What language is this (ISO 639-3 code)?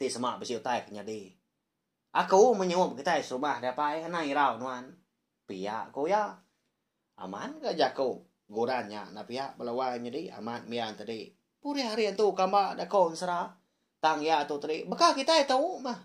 iba